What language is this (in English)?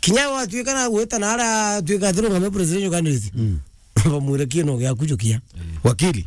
Meru